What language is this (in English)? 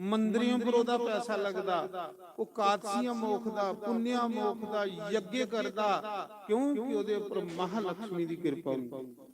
Dogri